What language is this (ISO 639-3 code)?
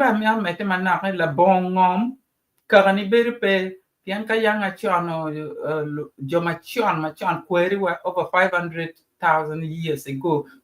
ach